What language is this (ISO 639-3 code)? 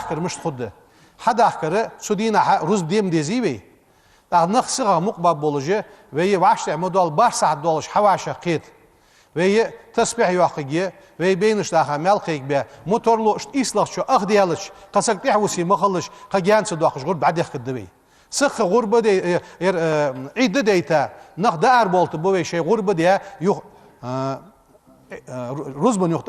inh